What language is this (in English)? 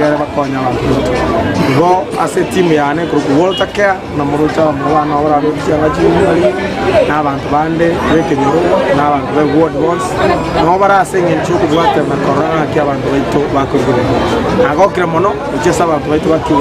Gusii